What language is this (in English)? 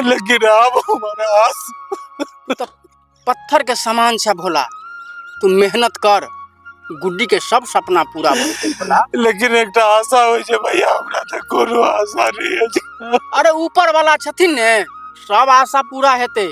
Maithili